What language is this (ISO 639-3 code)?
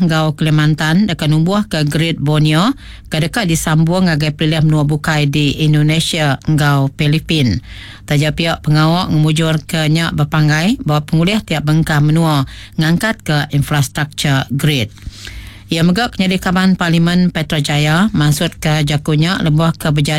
iba